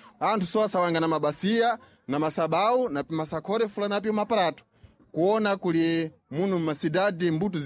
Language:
Sena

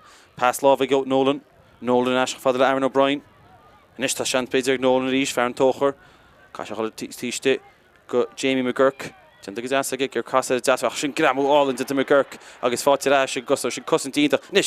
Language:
Irish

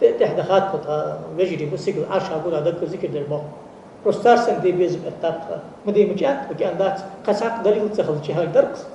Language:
Ingush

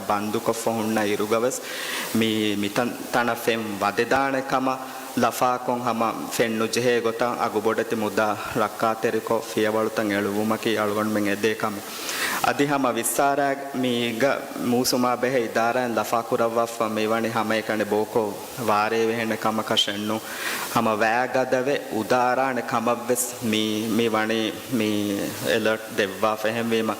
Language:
Divehi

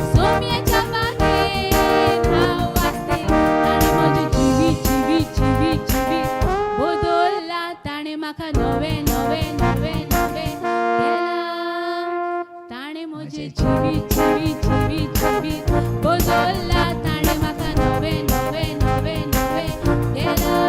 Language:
Konkani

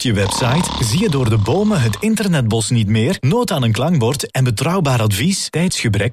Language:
Dutch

